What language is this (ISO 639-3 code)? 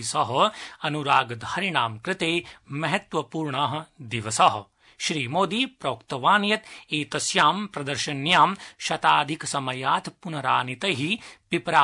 san